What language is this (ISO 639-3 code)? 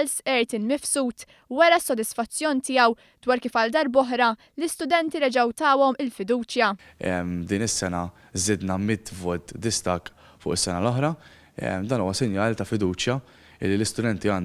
mlt